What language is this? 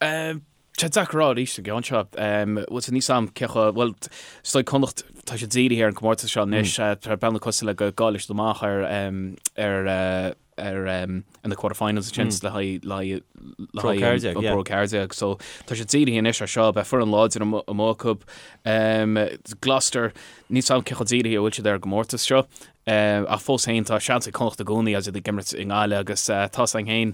Irish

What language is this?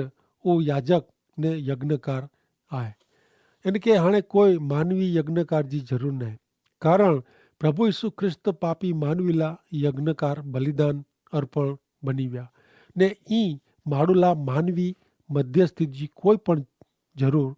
Kachhi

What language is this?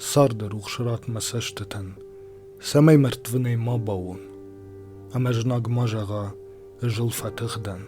Ossetic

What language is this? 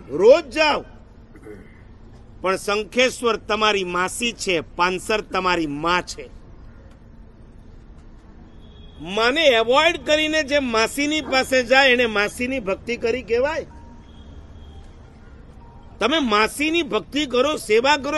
Gujarati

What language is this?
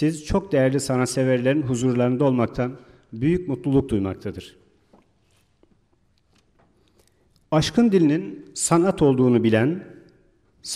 Turkish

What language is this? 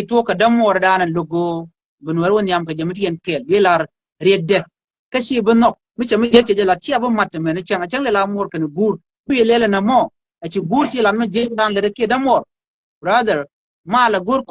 Nuer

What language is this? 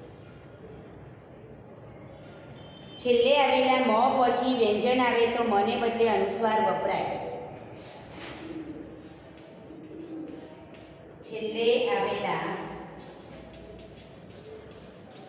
Gujarati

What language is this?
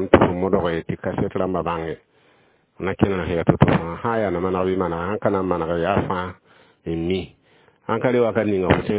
Mossi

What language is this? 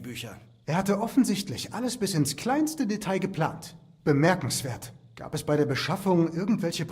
Bavarian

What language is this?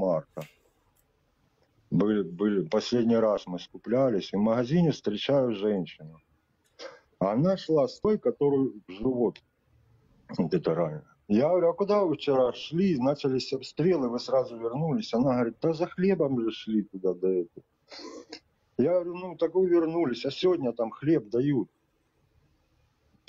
Russian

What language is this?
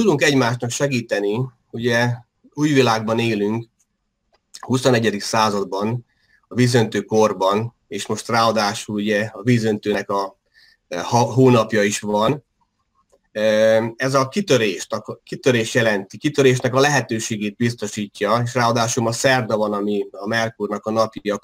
Hungarian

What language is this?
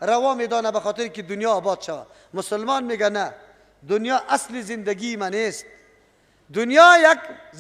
Persian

